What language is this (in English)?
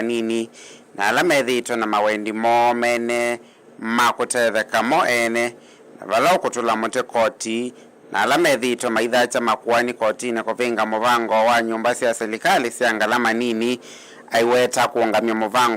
Kamba